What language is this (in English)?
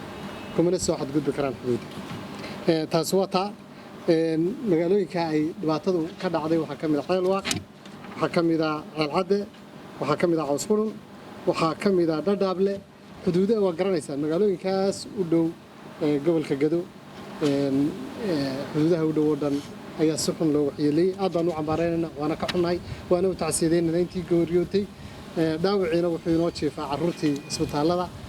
Somali